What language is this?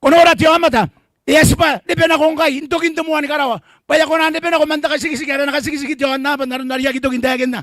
Gilbertese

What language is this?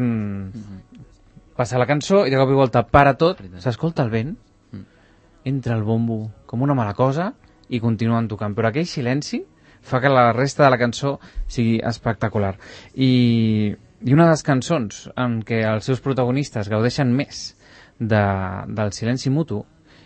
Catalan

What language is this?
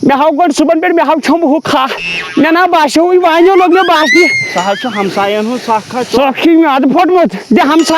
Kashmiri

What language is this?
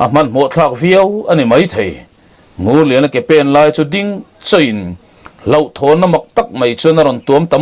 Mizo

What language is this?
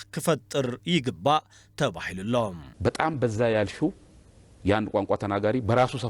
Tigrinya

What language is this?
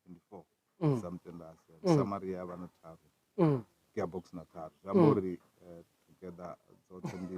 Venda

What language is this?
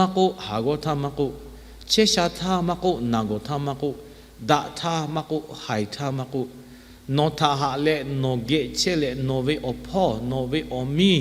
Lahu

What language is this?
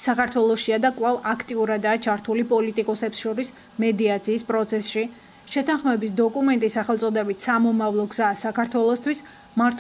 Georgian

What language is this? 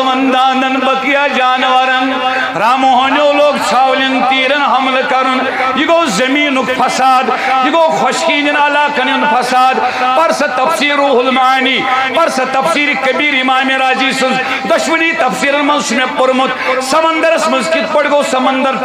Kashmiri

